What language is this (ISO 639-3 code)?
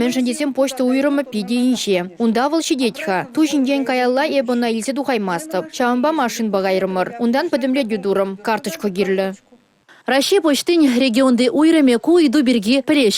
chv